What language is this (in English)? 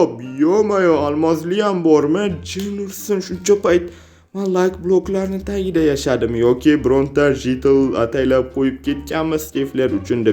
Uzbek